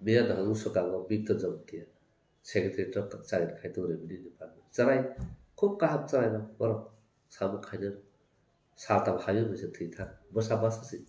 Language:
Kok Borok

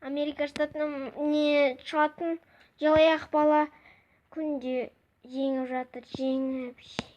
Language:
Kazakh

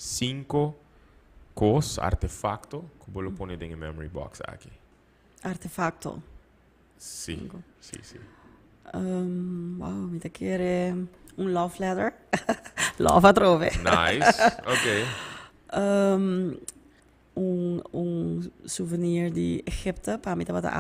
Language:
Papiamento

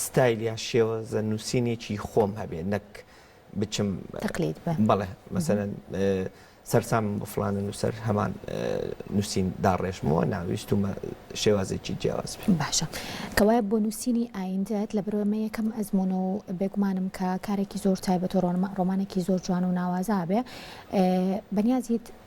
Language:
Central Kurdish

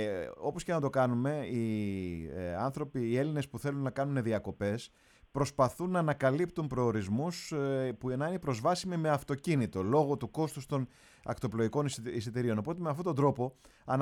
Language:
Greek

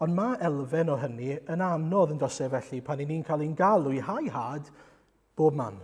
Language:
Welsh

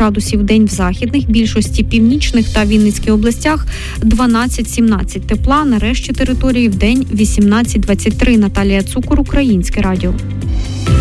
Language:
Ukrainian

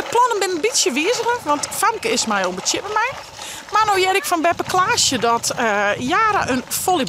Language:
Western Frisian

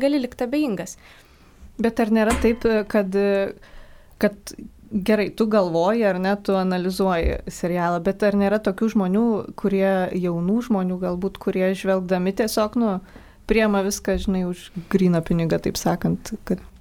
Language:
Lithuanian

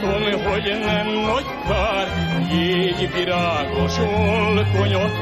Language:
Hungarian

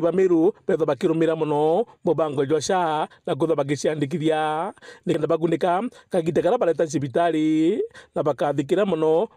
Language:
Meru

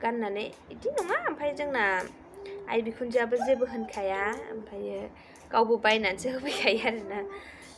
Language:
Bodo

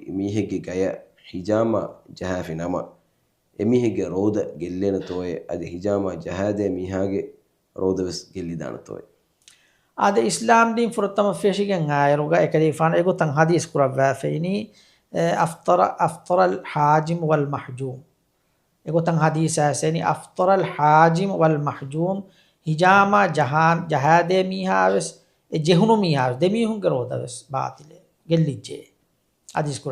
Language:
Divehi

